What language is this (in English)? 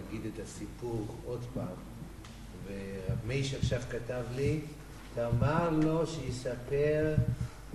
Hebrew